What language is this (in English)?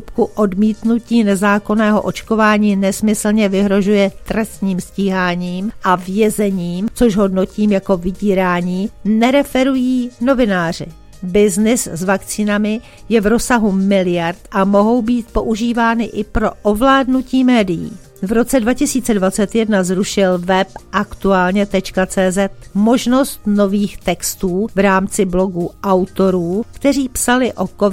Czech